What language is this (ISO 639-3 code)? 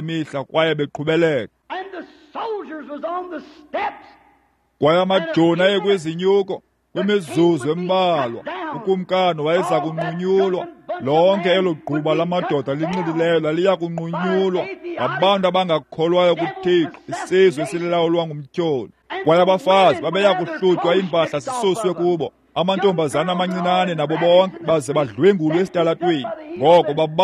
xho